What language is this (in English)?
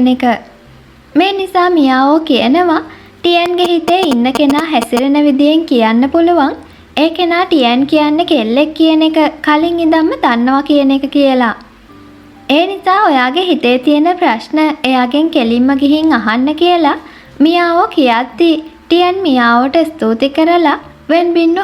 Sinhala